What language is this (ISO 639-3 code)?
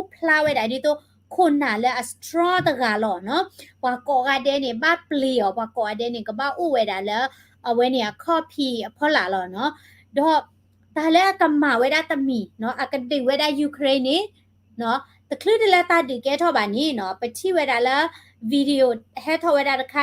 ksw